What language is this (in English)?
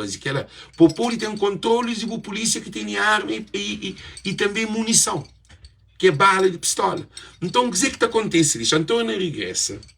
Kabuverdianu